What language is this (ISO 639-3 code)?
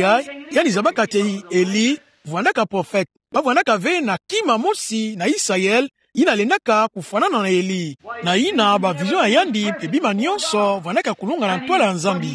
ktu